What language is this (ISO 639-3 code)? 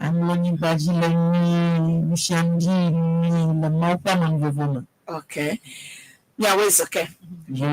ewe